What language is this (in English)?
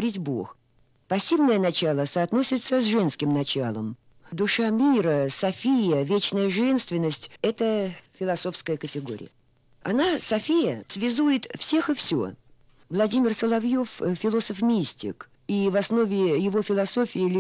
Russian